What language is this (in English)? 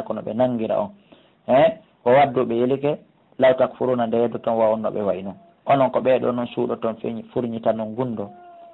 Pular